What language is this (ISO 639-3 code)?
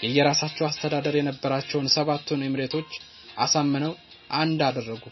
amh